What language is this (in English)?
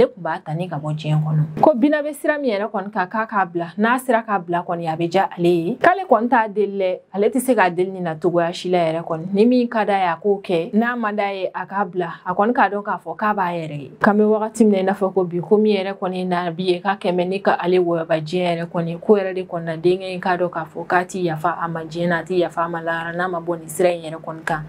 Bambara